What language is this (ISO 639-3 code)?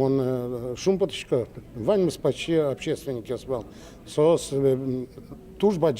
udm